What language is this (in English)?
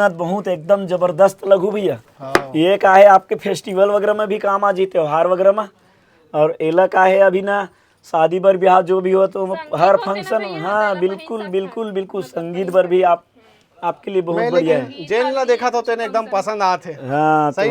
Chhattisgarhi